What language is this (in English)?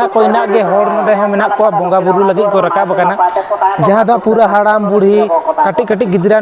Santali